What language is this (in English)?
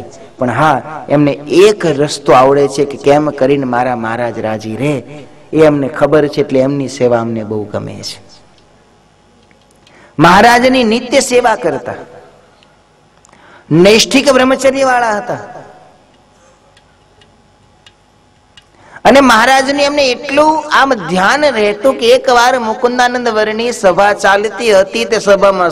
Gujarati